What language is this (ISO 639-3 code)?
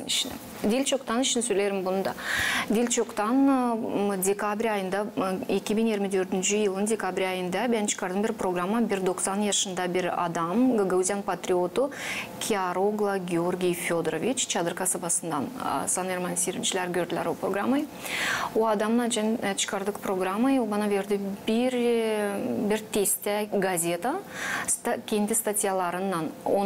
gag